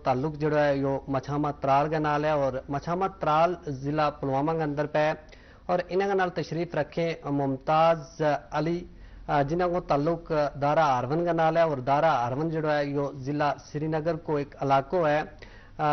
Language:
Gujari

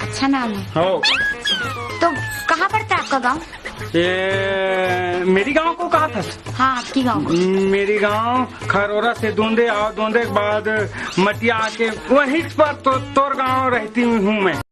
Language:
Chhattisgarhi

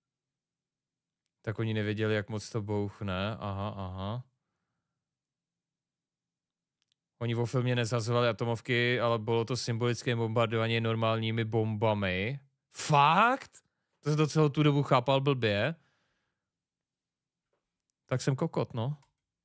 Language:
Czech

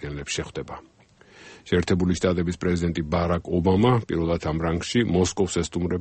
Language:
Georgian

